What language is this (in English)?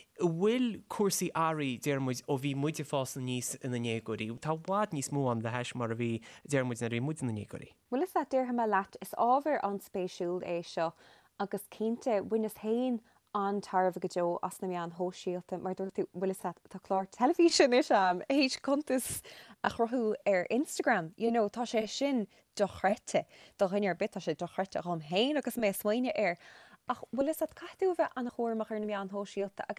Irish